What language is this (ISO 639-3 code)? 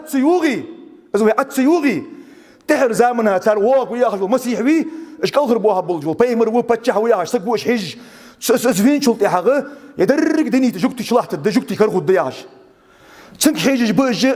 inh